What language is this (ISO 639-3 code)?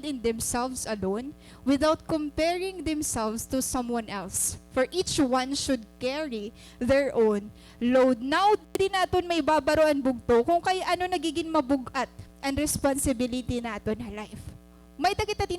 war